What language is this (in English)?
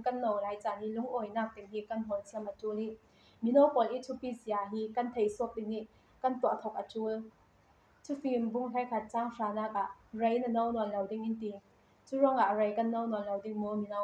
Falam Chin